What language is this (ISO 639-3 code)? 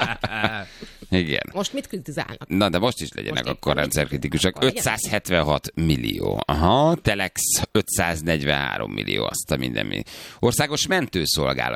hun